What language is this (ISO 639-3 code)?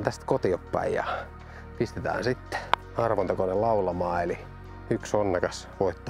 fin